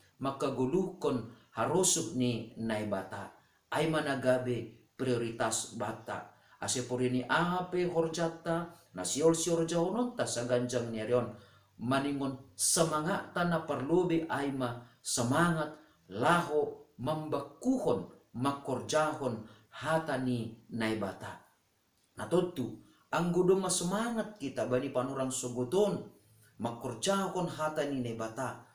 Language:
Batak Simalungun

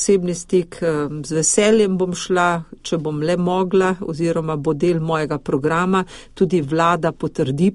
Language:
Slovenian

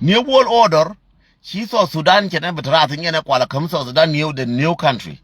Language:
Nuer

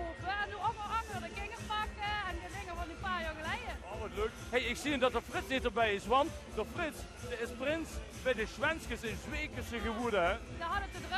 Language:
Limburgish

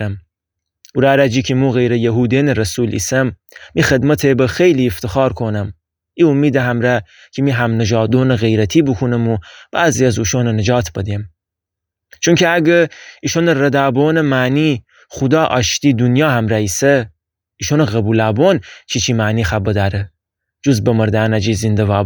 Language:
Gilaki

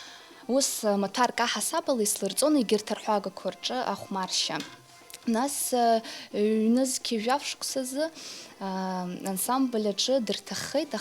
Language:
Abkhazian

